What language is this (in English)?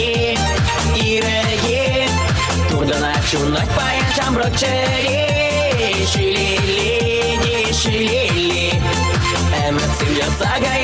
Chuvash